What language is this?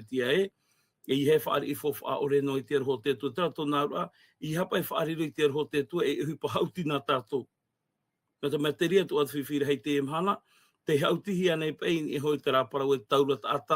Tahitian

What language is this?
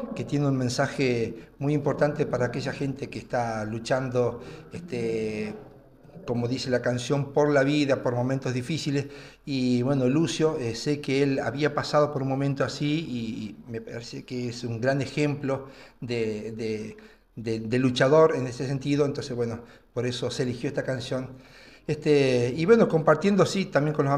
Spanish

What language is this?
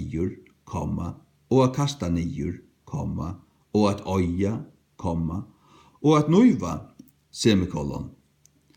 Faroese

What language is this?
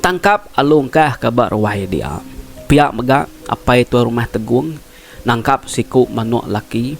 Iban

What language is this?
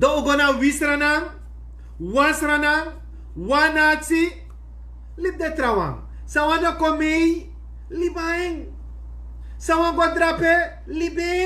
Sranan Tongo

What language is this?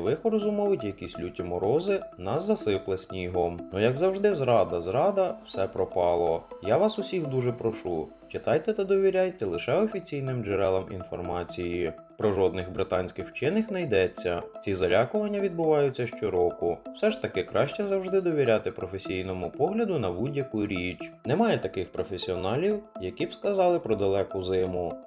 Ukrainian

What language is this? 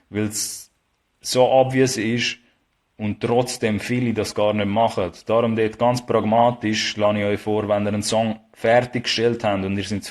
Swiss German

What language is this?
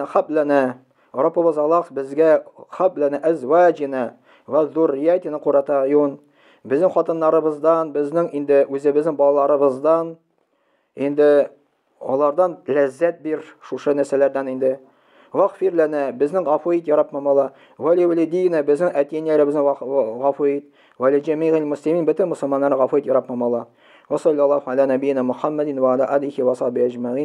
Tatar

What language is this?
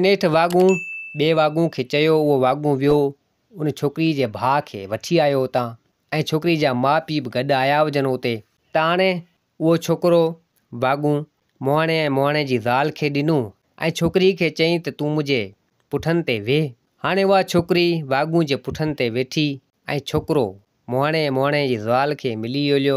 Sindhi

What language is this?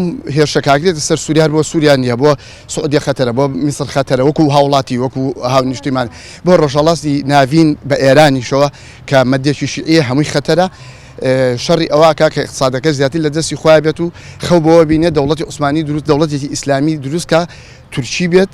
Central Kurdish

